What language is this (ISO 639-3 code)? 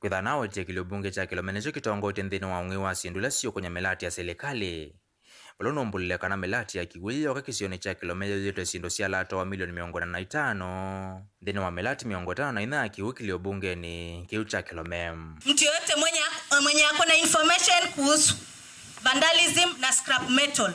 kam